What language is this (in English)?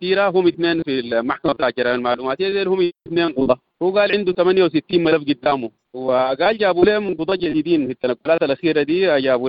Sudanese Arabic